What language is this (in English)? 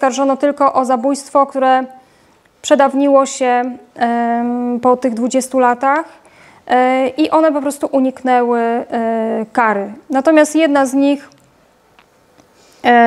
Polish